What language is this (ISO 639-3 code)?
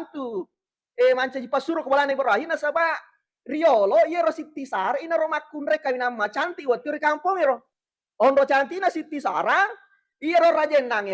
bug